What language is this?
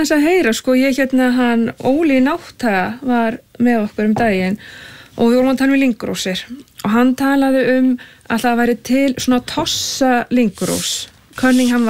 Icelandic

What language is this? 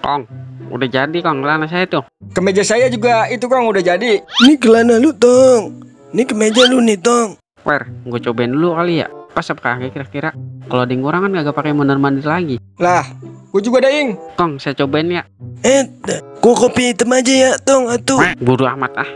Betawi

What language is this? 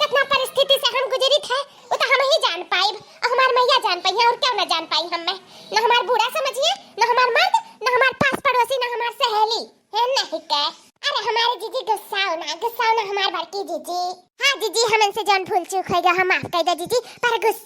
Awadhi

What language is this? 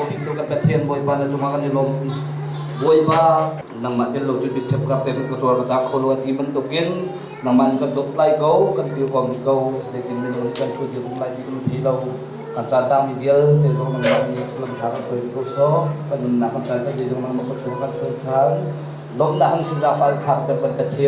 Hakha Chin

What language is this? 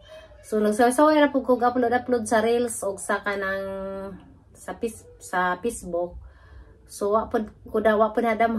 Cebuano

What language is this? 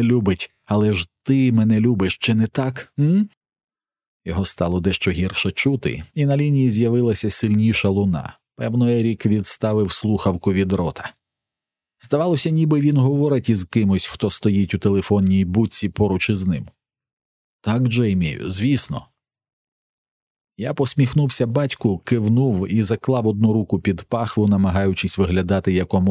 Ukrainian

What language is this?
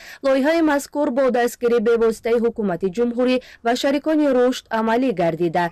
Tajik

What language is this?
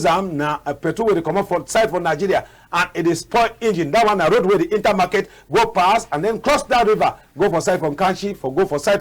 Cameroon Pidgin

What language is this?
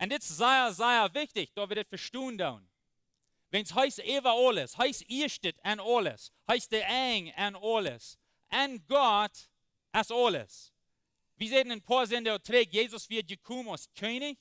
Plautdietsch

